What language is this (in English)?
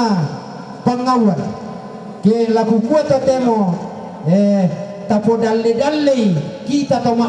Toraja-Sa'dan